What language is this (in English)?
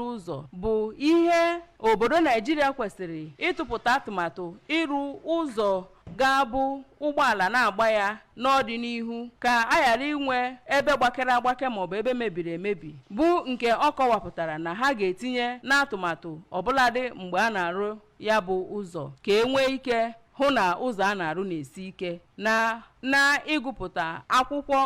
Igbo